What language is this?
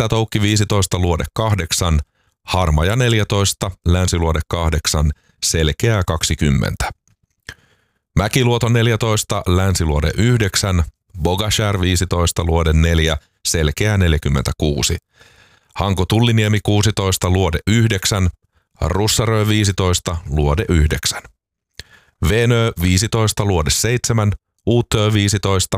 Finnish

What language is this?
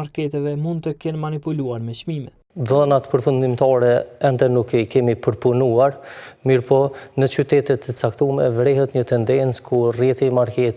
Albanian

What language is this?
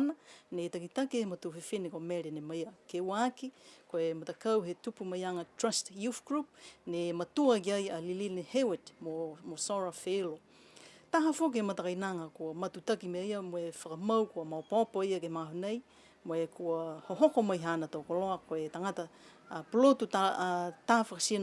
Niuean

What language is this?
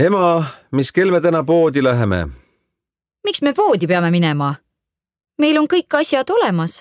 Estonian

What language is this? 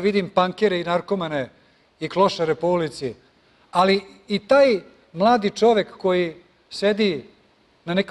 Serbian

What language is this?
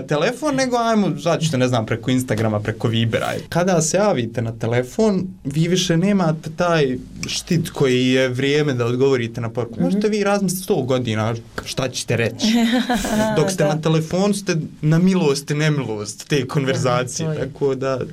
Bosnian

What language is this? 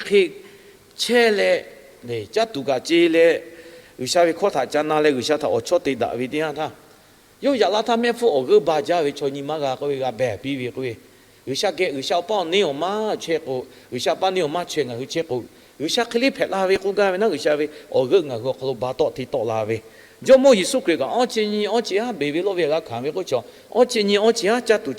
Lahu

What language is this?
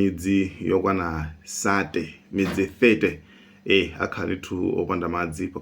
Nyanja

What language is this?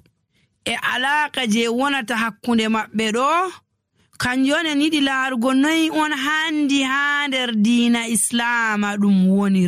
Nigerian Fulfulde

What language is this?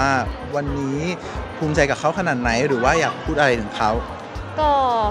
Thai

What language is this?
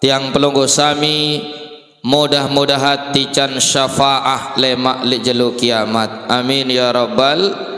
Sasak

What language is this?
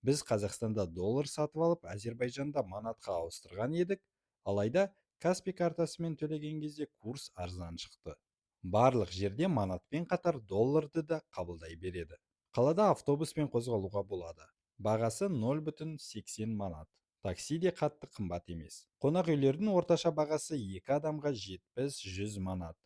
Kazakh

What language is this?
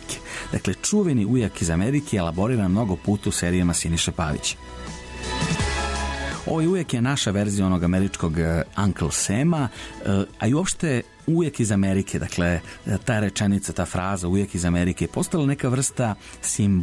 Serbian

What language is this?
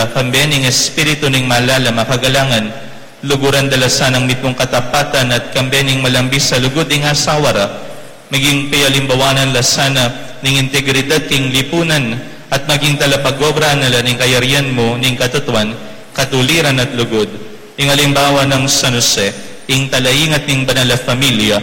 Pampanga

